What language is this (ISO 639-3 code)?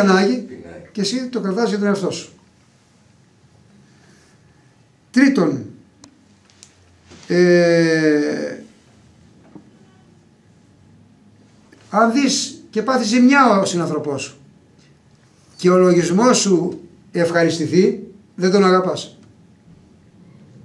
ell